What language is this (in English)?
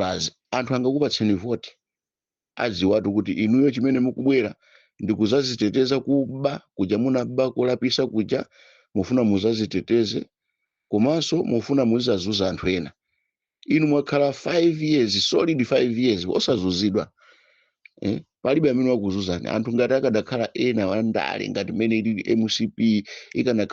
Nyanja